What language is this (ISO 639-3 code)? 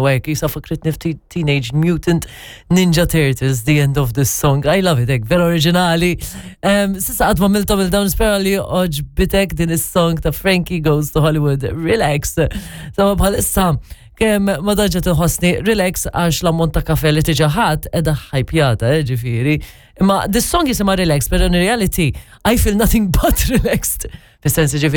mlt